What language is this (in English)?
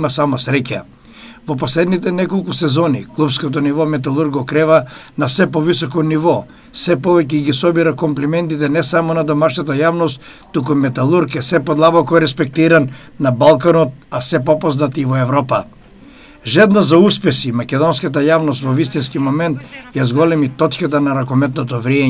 Macedonian